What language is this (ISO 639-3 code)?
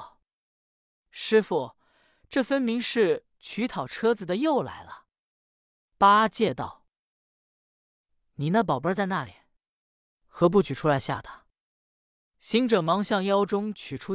zho